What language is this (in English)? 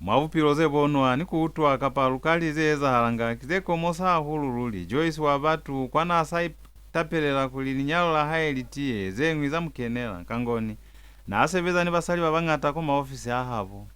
Lozi